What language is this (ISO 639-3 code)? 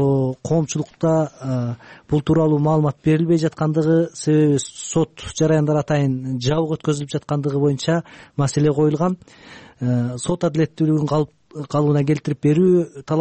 kir